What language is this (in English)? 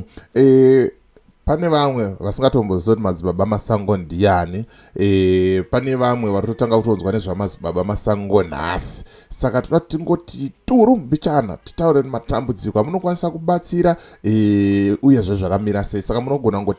Shona